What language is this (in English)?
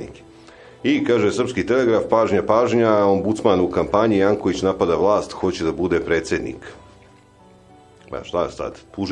Serbian